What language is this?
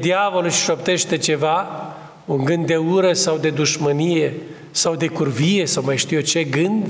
Romanian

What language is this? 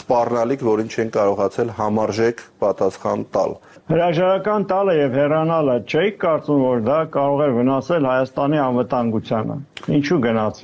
Armenian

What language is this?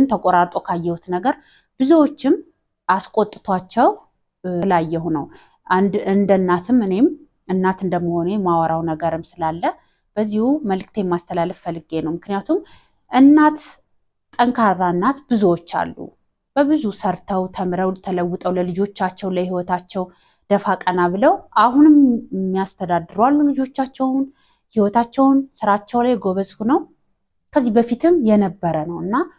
Amharic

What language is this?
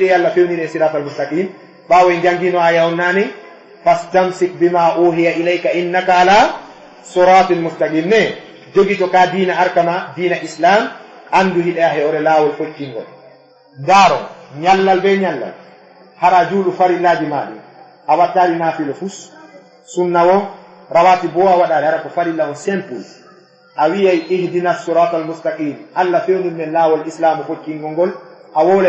Fula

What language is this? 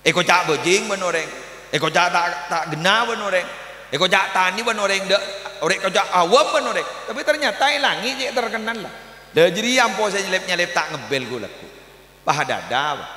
Madurese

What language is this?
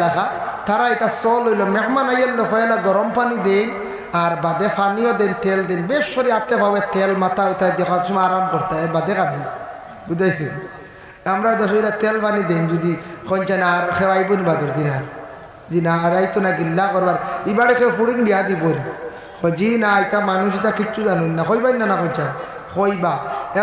Sylheti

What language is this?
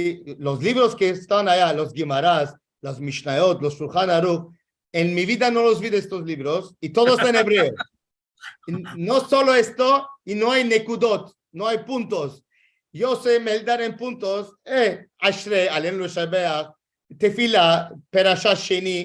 Ladino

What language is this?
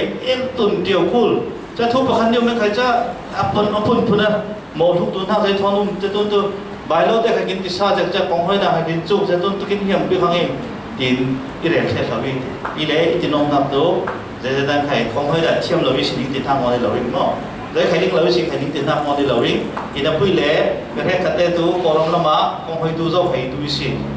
Falam Chin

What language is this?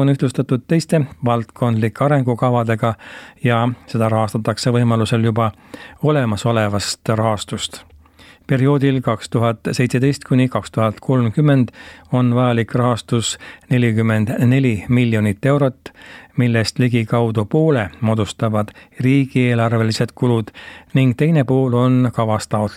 Estonian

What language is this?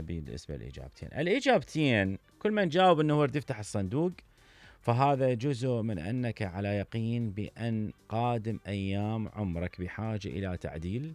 Mesopotamian Arabic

